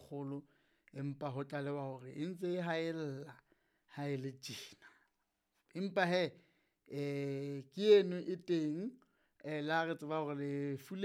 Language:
Southern Sotho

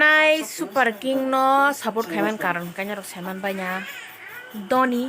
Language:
Kok Borok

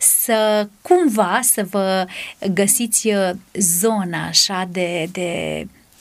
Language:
Romanian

